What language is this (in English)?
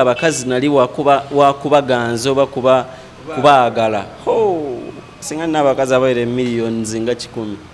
Ganda